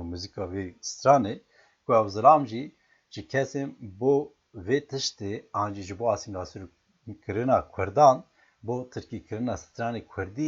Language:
Kurdish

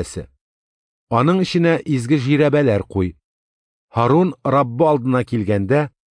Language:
Tatar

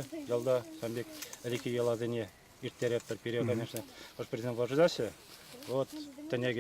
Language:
Chuvash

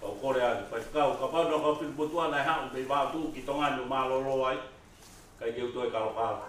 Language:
Tongan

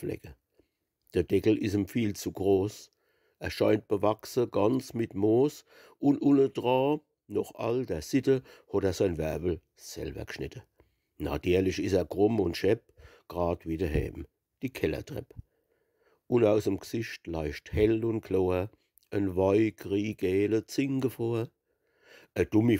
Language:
Palatine German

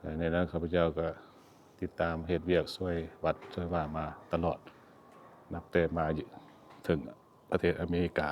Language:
Lao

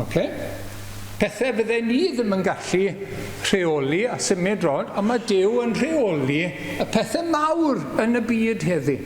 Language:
Welsh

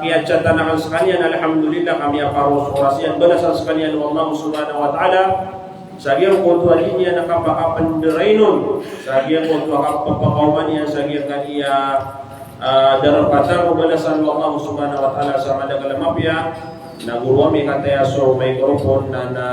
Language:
Maranao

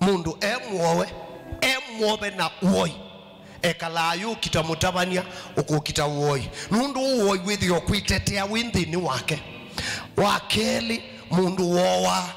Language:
Kamba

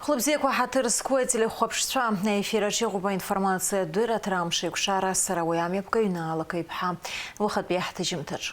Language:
Abkhazian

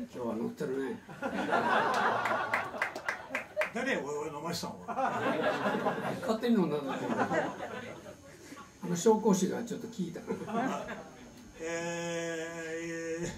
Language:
Japanese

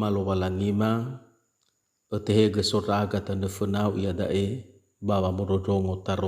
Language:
Nias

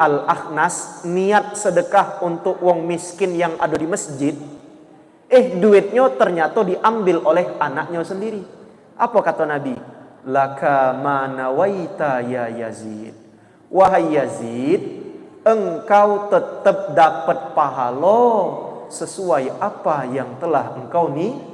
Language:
Musi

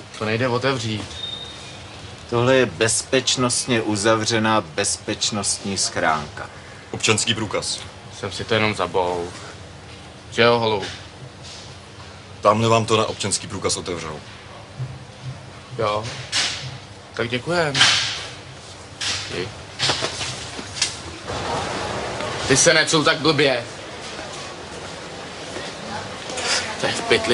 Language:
Czech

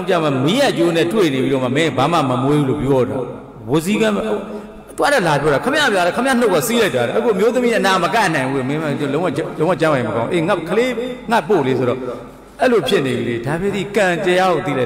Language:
Burmese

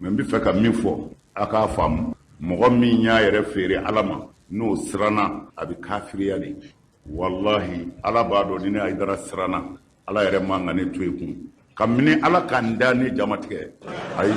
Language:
Bambara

